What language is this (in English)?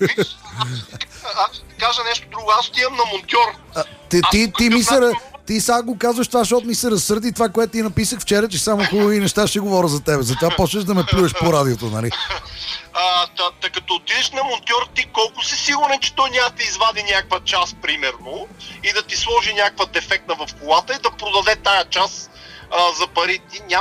Bulgarian